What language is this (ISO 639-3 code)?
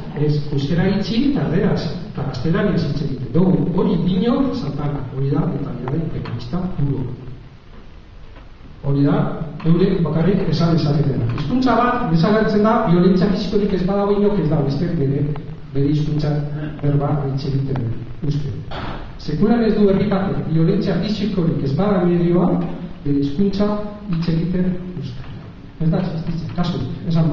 eus